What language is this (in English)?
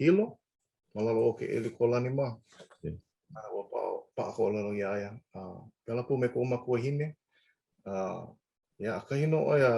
Hawaiian